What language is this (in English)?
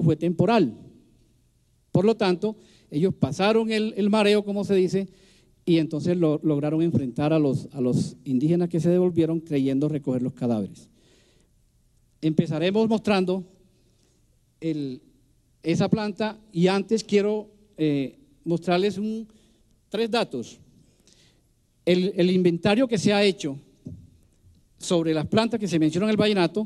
Spanish